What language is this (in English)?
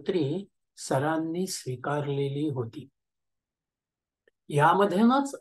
Marathi